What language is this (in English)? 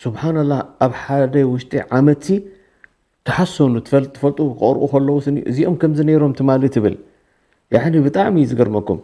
Tigrinya